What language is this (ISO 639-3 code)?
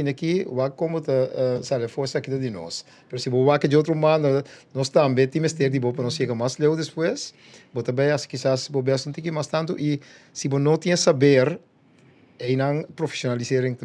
pap